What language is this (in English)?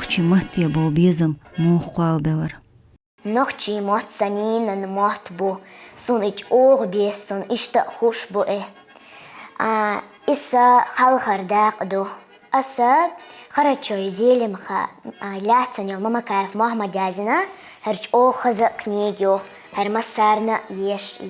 Chechen